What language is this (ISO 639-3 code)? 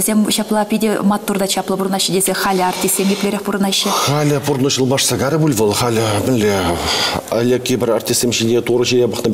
chv